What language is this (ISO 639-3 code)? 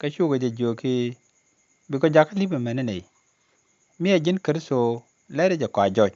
nus